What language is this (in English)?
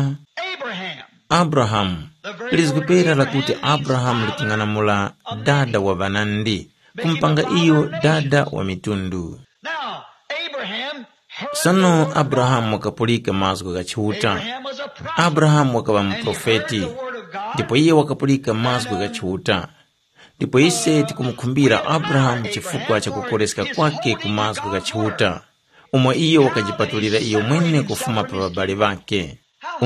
Tumbuka